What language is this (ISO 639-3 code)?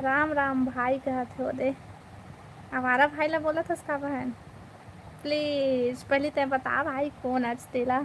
hne